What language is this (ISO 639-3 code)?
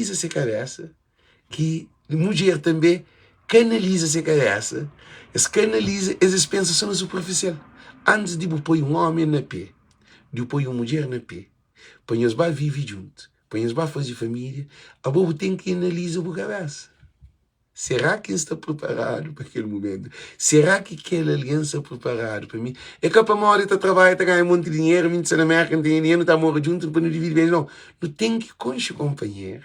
kea